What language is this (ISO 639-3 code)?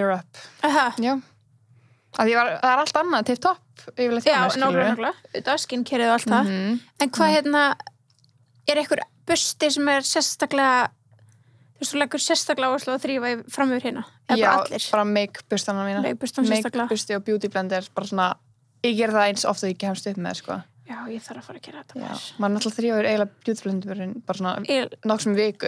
isl